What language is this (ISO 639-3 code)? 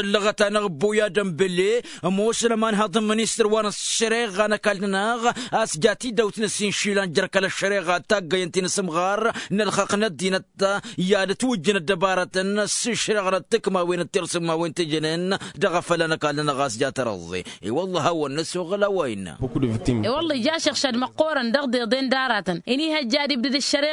taq